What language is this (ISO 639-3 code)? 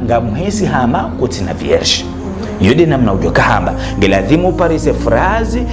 zdj